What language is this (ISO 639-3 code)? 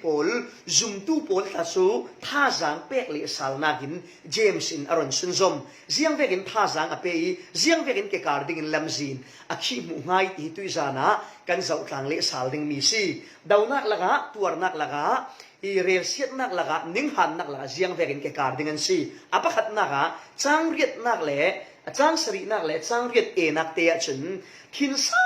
cfm